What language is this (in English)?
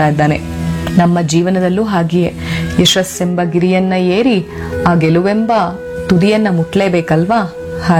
Kannada